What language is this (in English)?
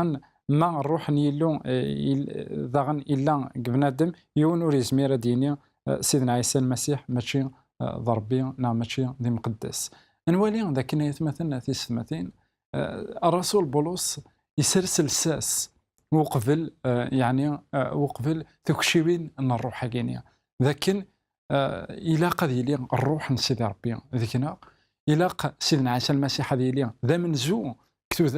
Kabyle